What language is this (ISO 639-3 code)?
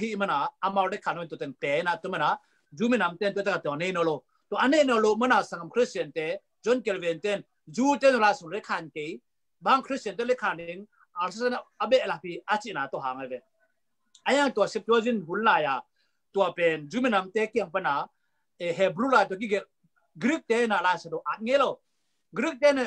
ctd